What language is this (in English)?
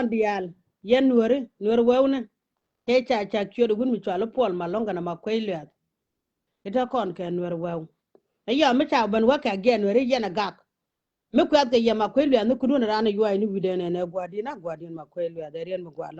Nuer